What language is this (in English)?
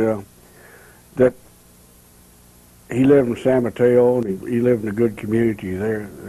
English